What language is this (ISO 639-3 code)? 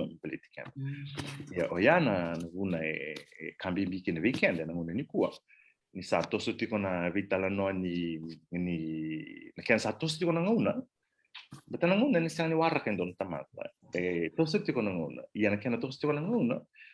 fij